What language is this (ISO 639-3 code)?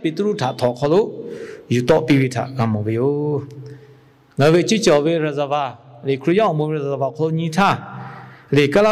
lhu